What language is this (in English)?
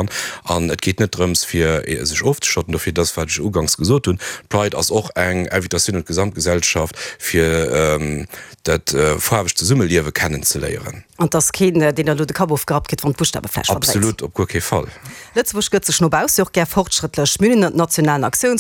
Luxembourgish